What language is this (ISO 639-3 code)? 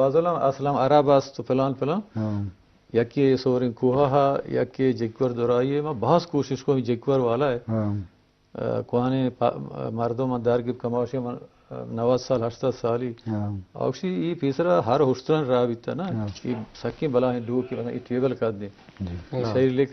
bgp